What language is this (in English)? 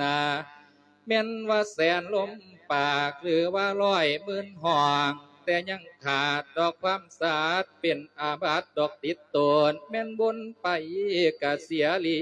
Lao